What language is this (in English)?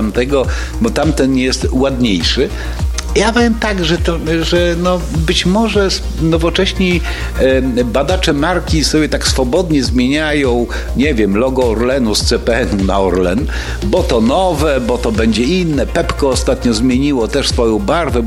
Polish